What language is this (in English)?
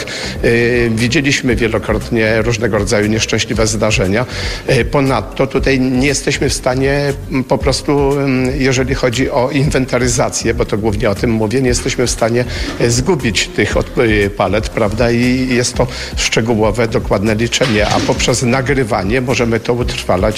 Polish